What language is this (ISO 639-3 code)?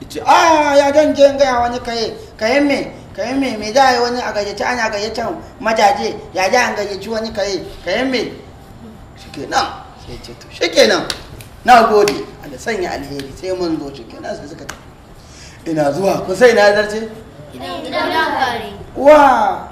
hau